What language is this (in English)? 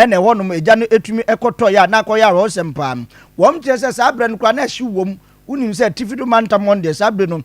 Akan